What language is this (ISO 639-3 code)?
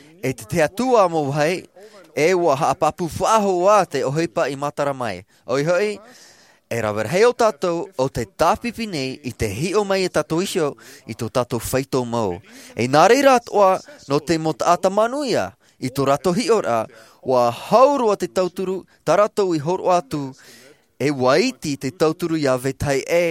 tah